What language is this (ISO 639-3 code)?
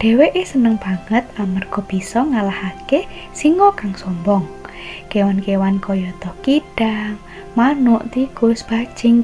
jav